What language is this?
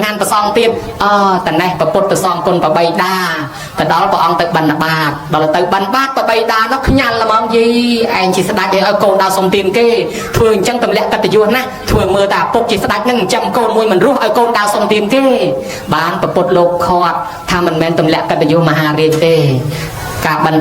Khmer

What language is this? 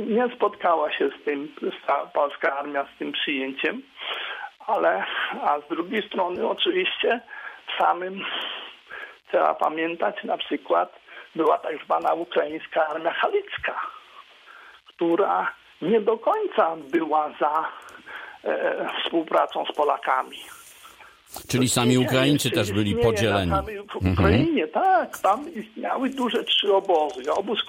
Polish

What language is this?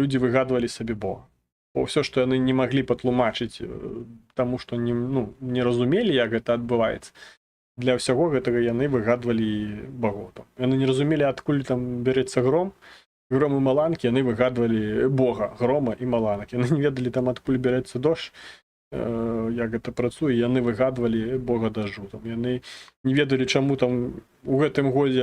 Belarusian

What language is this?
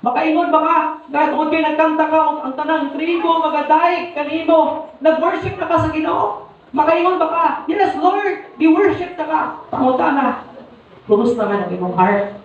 Cebuano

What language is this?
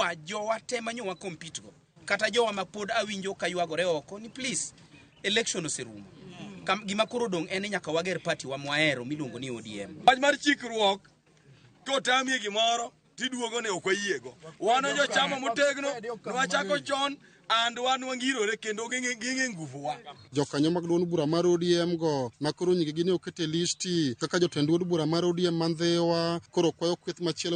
Luo (Kenya and Tanzania)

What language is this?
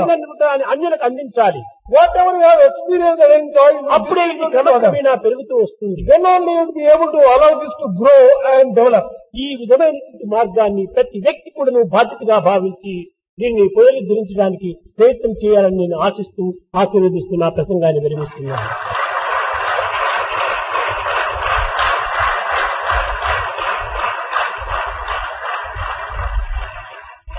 Telugu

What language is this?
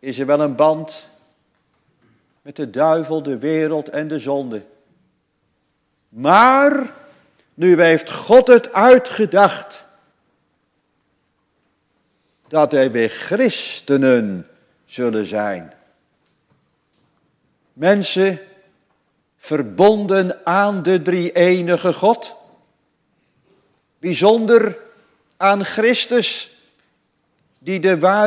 Dutch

